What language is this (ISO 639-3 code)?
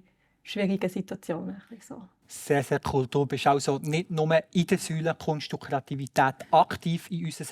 gsw